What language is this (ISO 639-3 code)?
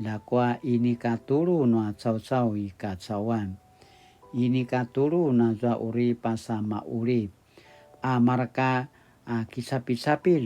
pwn